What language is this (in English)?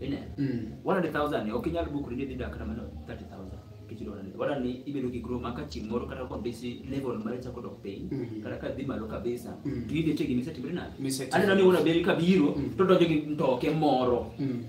Luo (Kenya and Tanzania)